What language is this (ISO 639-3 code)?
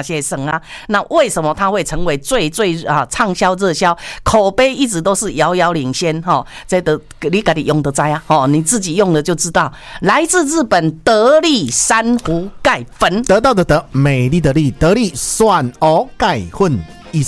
zho